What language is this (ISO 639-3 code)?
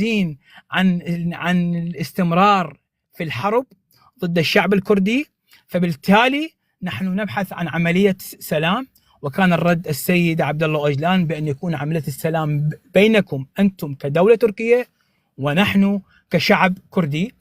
apc